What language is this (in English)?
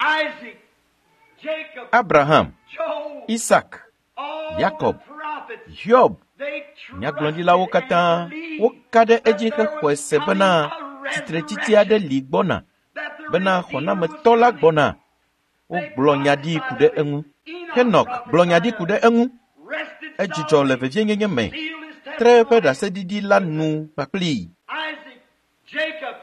Ewe